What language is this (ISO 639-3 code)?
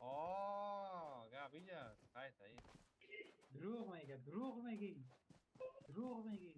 fas